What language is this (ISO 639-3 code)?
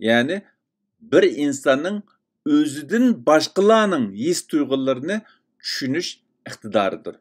uig